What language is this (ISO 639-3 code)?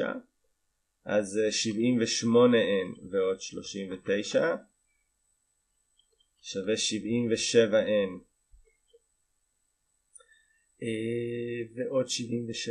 heb